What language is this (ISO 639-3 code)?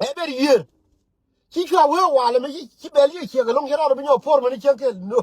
nus